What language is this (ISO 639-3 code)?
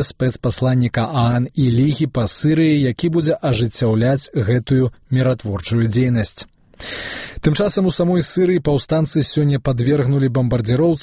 bel